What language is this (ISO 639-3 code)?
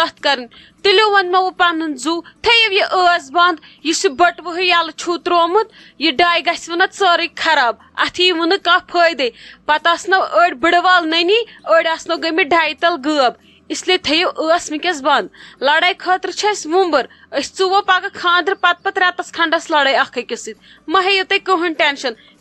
kas